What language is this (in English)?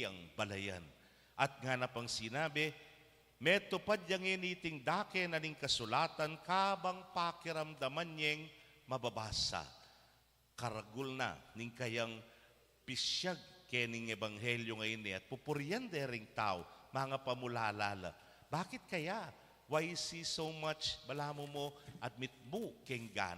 Pampanga